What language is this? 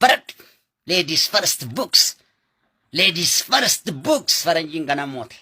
Oromo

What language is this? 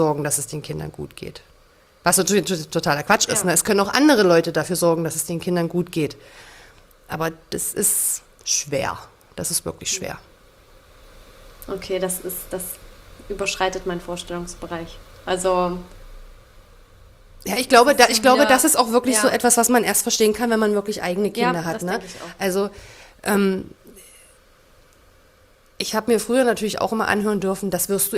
German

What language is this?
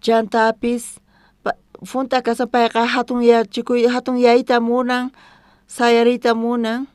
South Bolivian Quechua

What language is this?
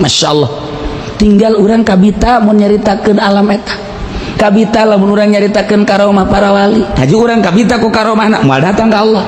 Sundanese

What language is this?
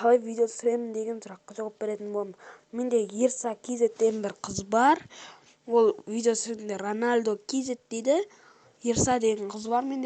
Kazakh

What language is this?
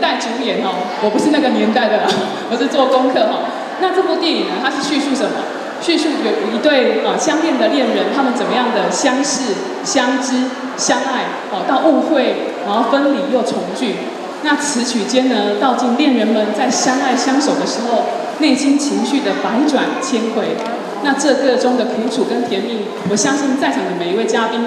Chinese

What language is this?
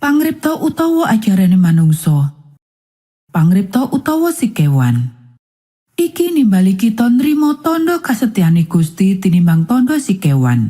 Javanese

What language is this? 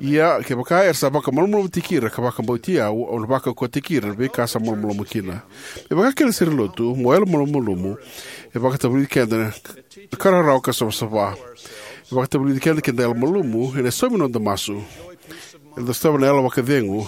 Fijian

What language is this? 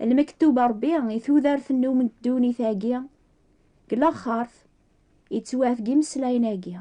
Kabyle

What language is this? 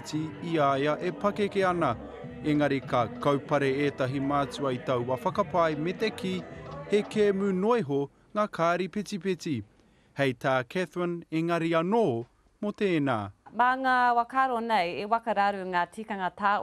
Māori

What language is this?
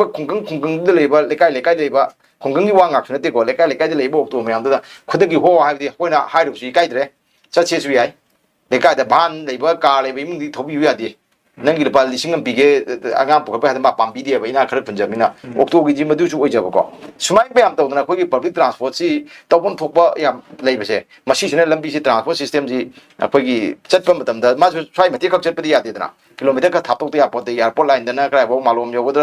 Manipuri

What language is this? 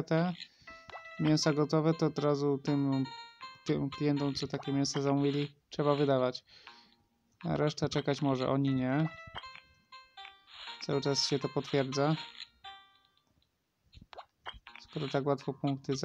Polish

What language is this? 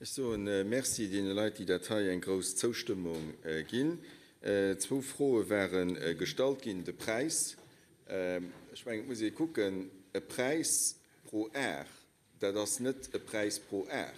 Luxembourgish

